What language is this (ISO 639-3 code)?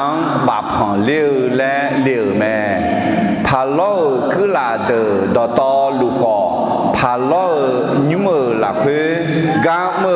ahk